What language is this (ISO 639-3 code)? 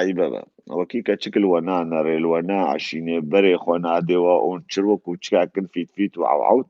kur